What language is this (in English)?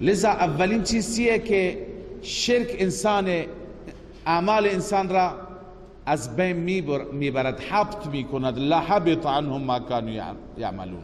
Persian